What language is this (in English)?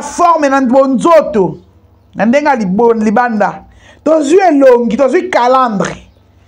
Lingala